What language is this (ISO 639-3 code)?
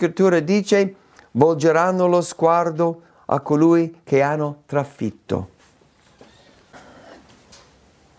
ita